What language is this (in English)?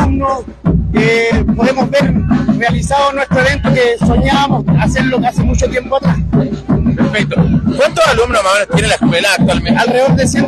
Spanish